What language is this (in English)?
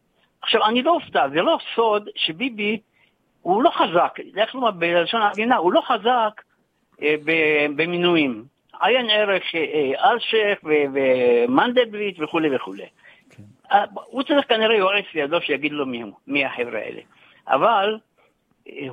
Hebrew